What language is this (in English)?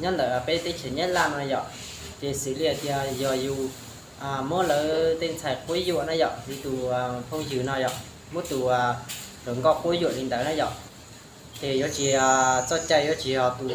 Hmong